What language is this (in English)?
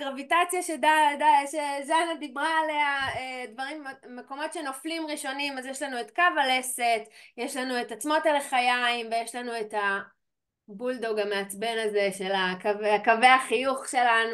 Hebrew